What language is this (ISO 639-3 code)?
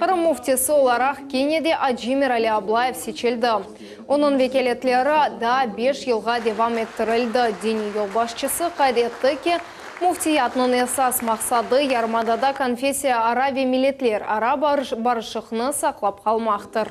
crh